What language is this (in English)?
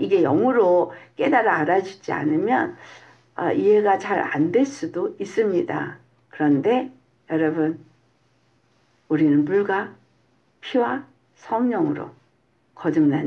Korean